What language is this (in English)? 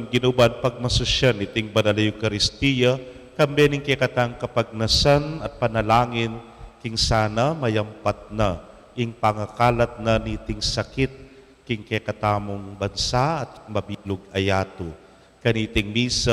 Pampanga